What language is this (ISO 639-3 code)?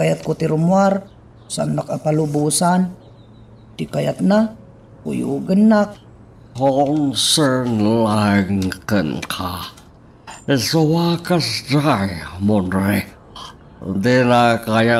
ilo